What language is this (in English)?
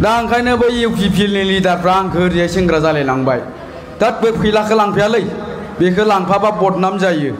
Bodo